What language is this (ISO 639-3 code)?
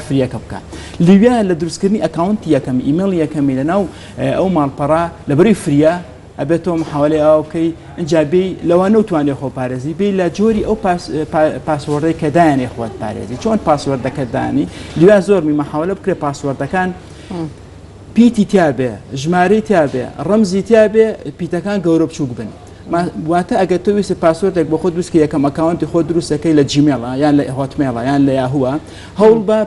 ckb